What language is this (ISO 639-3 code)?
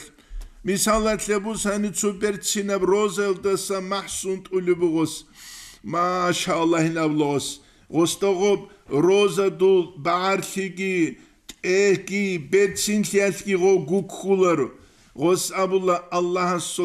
ava